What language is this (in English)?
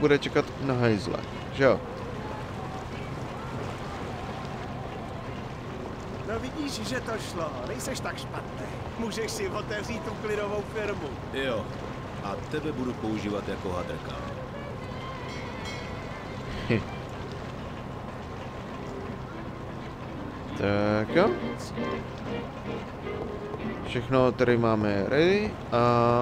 Czech